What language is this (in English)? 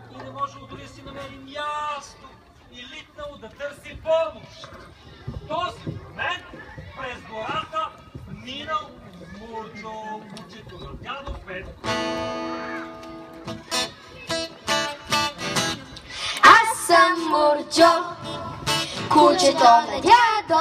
Bulgarian